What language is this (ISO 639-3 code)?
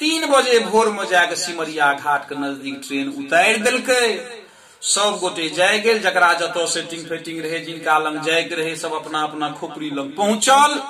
mai